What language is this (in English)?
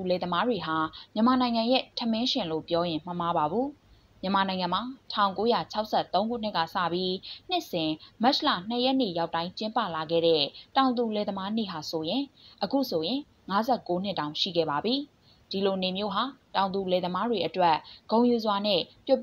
Burmese